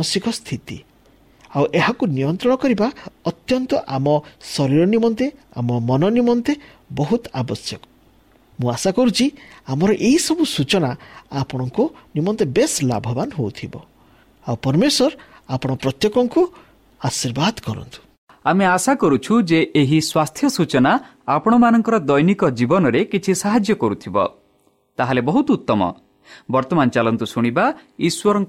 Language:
Odia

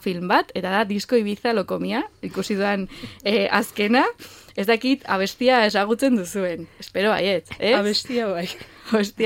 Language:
Basque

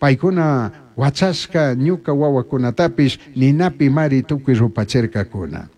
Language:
Chimborazo Highland Quichua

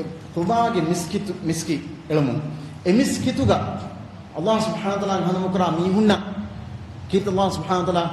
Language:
Divehi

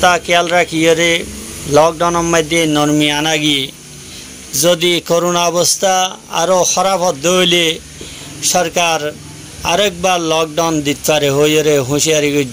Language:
Rohingya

